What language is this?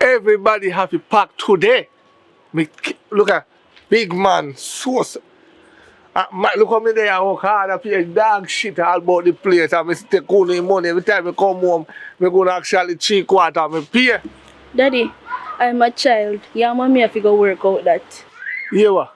Jamaican Creole English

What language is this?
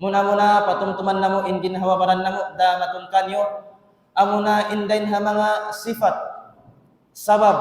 Tausug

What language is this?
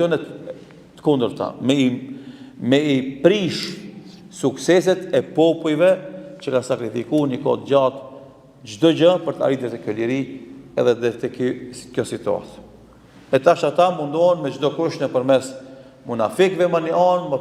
Albanian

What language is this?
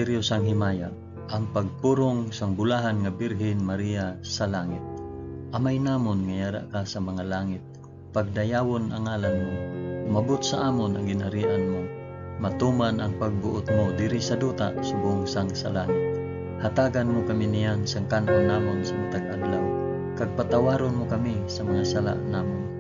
Hiligaynon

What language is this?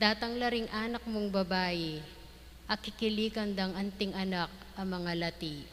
Pampanga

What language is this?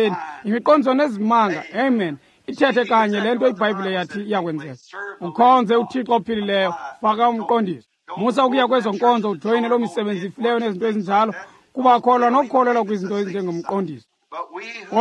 Xhosa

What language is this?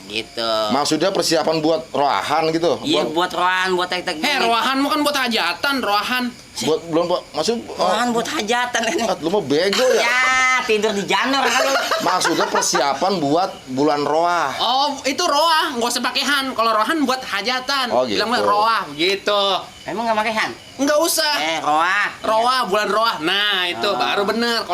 Betawi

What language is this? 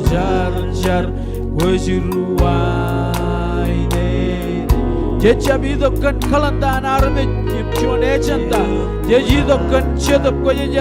Marshallese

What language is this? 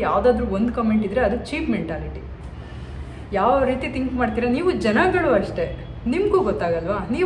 Kannada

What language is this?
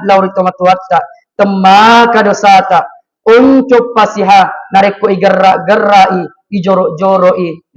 Buginese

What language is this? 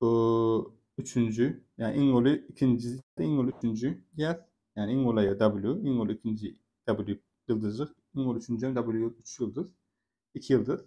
Turkmen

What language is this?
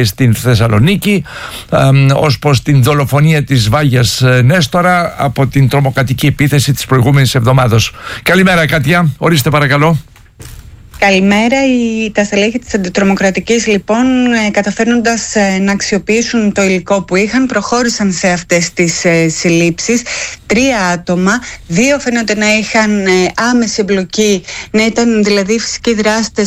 Greek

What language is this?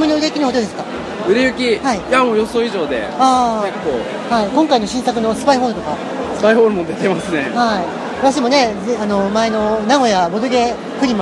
Japanese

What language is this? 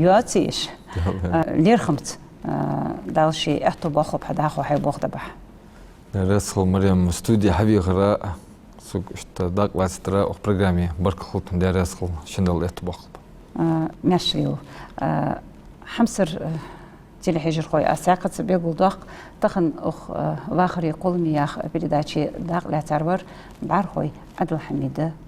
Ingush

